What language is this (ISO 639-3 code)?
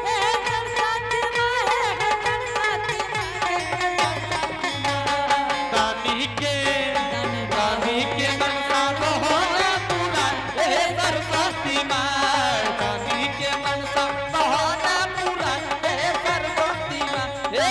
anp